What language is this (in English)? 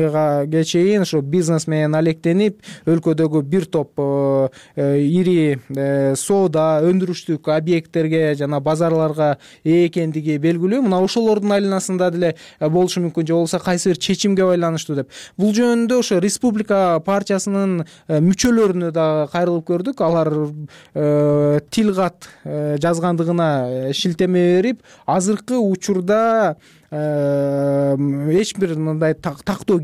Kyrgyz